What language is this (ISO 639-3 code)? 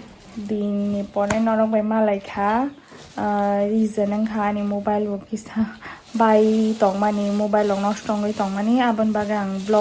trp